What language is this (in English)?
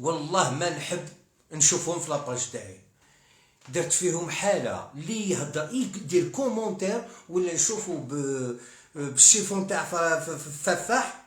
Algerian Arabic